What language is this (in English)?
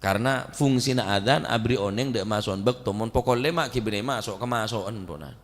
Madurese